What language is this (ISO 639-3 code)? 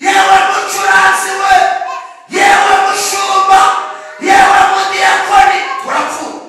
kin